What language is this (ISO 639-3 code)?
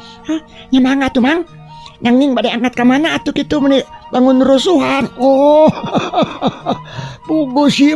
sun